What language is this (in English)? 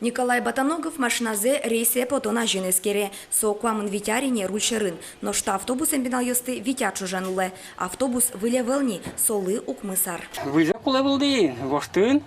Udmurt